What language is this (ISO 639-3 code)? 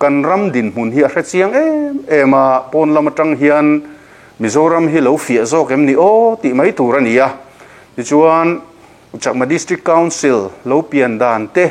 lus